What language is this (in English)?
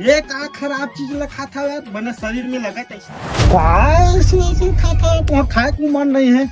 Chhattisgarhi